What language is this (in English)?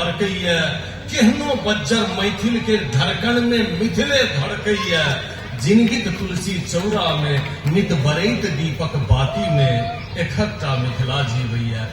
Maithili